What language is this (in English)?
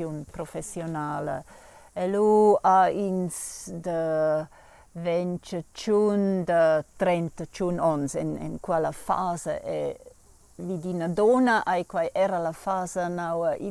Romansh